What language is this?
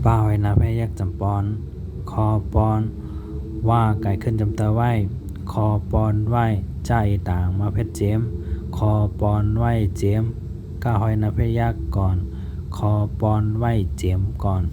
Shan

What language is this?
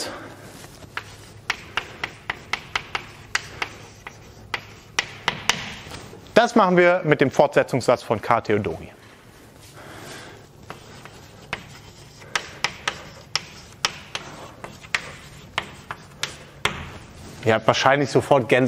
German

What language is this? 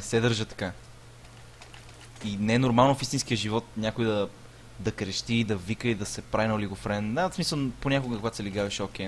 Bulgarian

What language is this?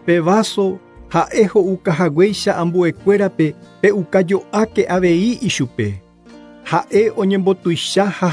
Guarani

